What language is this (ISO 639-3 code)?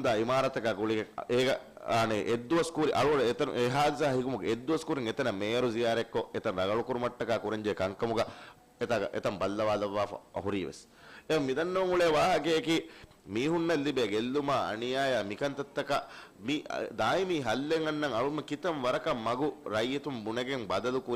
div